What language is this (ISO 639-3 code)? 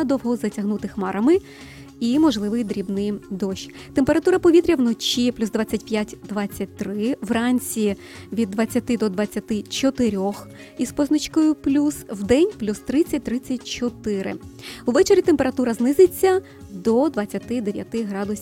ukr